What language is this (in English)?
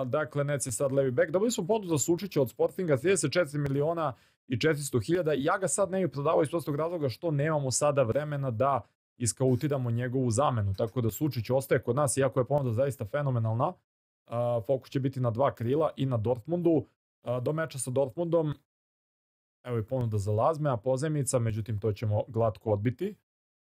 Serbian